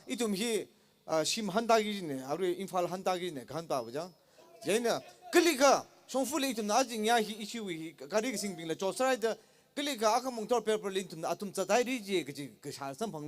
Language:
Tangkhul Naga (India)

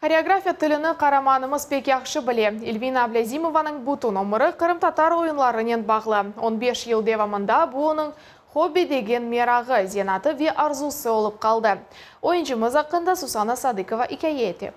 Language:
Crimean Tatar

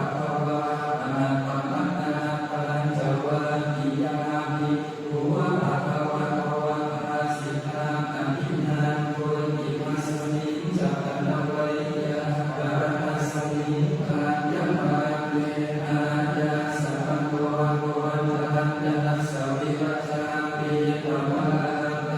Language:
Pali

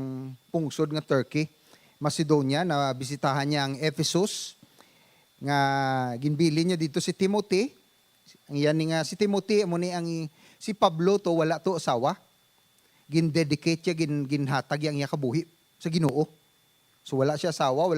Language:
Hiligaynon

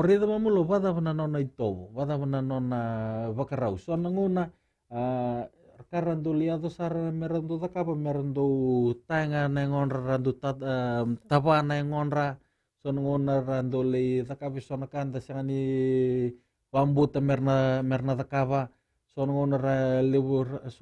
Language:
Fijian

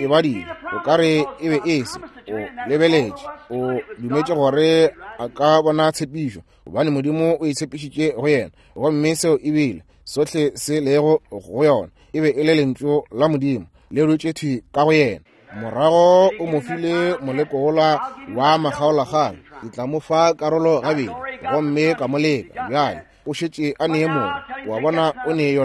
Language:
Northern Sotho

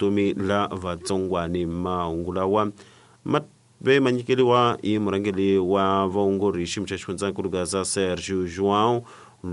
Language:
Tsonga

